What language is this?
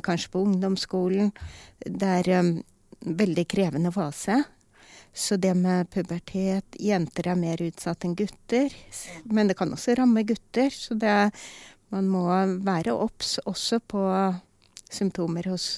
Norwegian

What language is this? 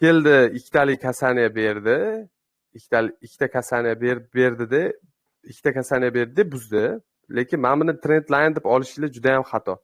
Uzbek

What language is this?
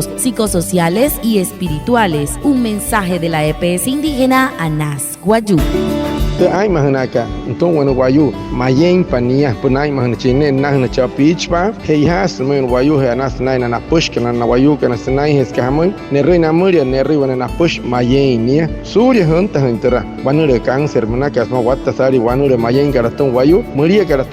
Wayuu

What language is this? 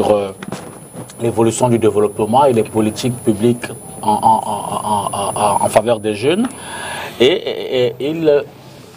French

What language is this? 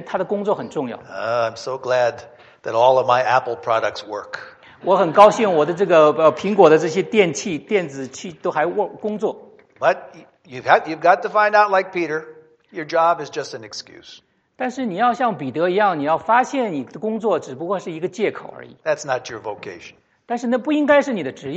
Chinese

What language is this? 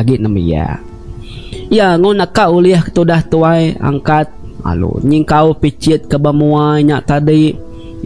Iban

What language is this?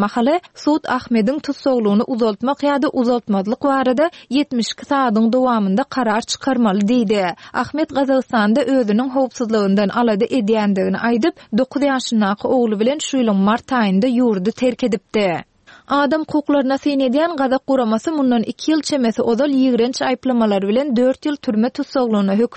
Turkmen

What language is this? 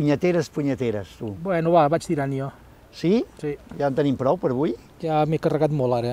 Catalan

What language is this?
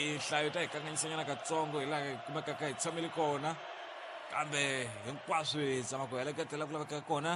Tsonga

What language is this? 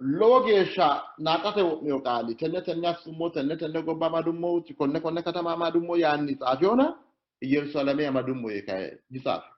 Sidamo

